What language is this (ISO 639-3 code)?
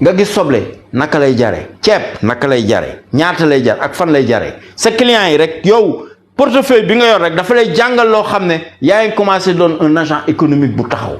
wol